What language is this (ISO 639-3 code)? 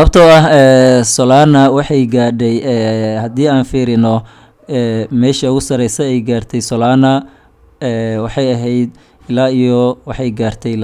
som